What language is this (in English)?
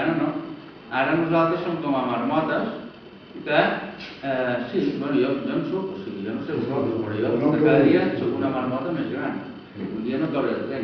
Catalan